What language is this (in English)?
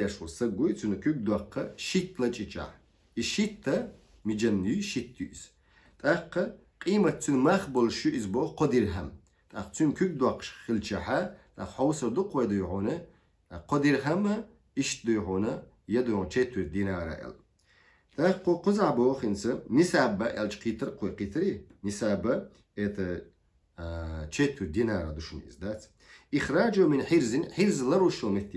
Chechen